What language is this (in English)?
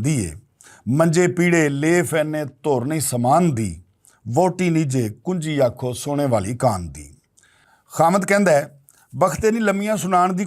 Western Panjabi